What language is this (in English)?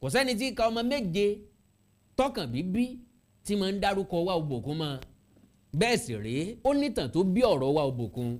Yoruba